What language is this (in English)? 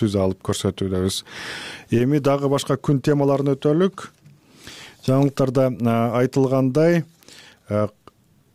Kyrgyz